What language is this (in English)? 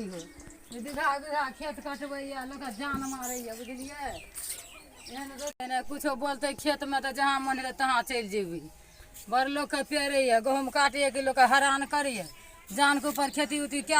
Maithili